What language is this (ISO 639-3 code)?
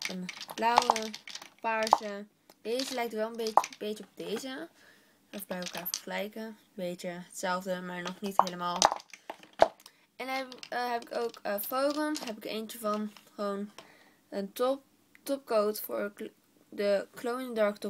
nld